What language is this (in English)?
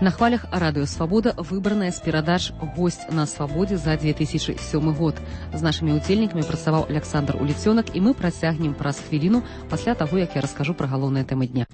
Belarusian